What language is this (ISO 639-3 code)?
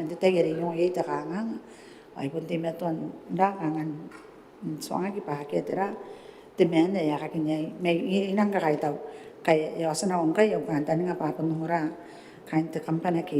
gil